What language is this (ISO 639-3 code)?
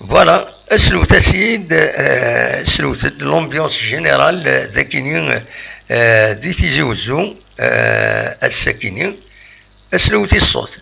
kab